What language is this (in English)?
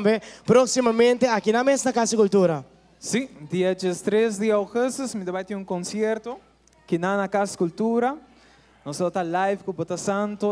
Papiamento